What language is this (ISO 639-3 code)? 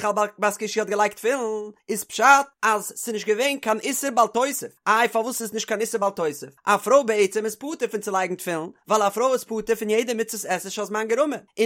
yid